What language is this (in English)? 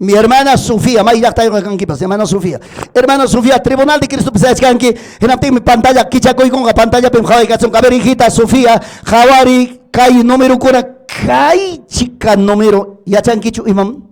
Ayacucho Quechua